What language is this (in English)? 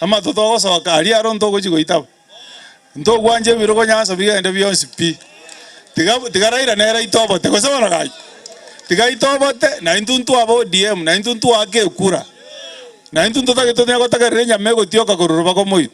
Gusii